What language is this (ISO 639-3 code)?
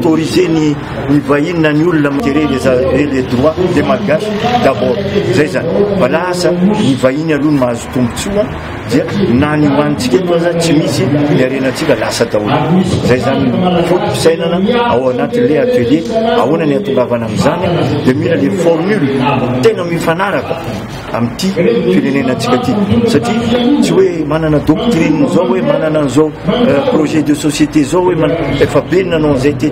mlg